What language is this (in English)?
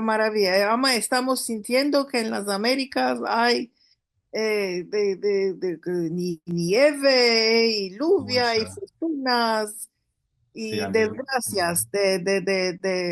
Ladino